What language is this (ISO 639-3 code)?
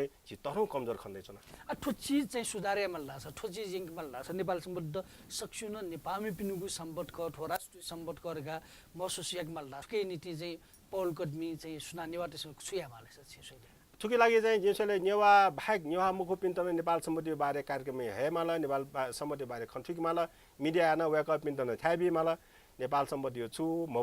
new